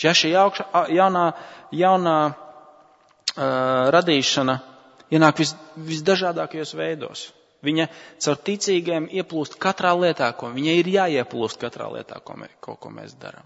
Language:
Latvian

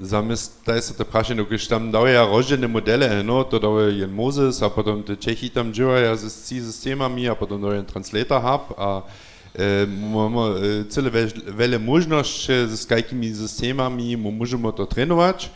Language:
Upper Sorbian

